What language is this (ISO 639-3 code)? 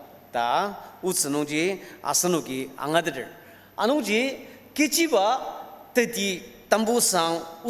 njo